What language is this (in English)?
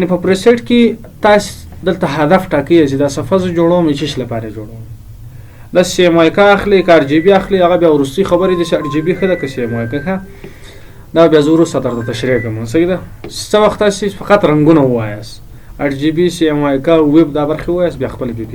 Pashto